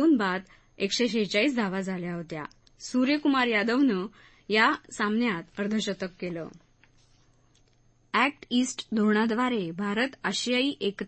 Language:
Marathi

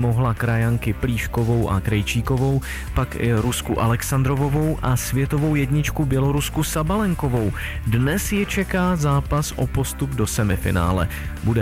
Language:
Czech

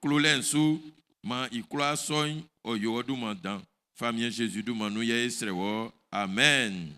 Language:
Baoulé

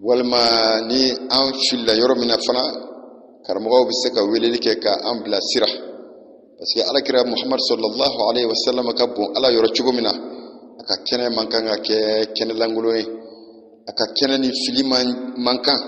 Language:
Bambara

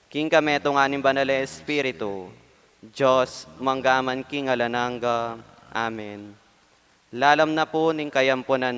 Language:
Pampanga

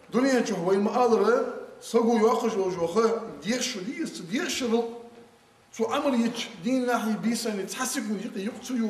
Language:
Ingush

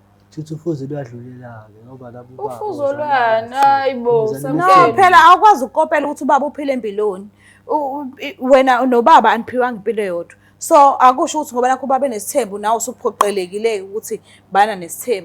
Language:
Zulu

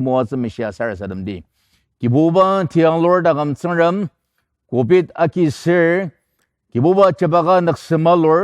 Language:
Ao Naga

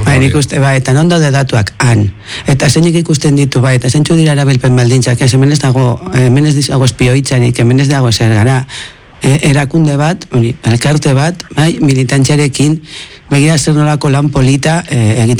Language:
Basque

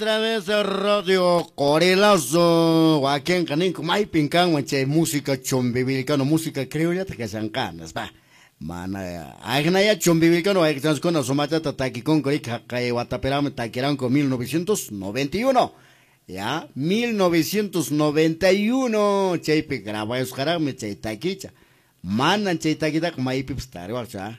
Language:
Quechua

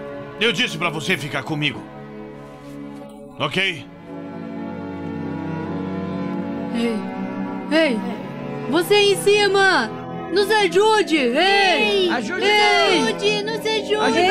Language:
Portuguese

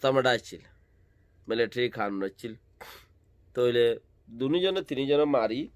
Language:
Rohingya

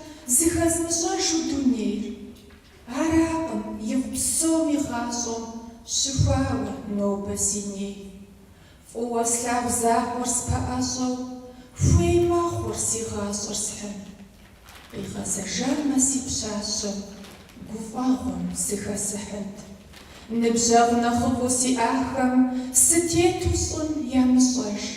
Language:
Kabardian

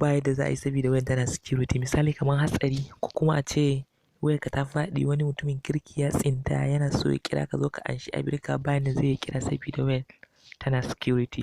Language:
Hausa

